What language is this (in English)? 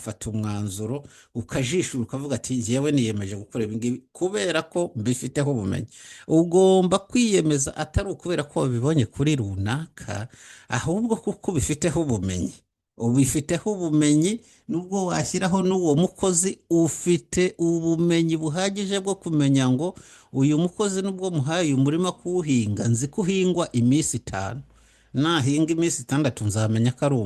Kinyarwanda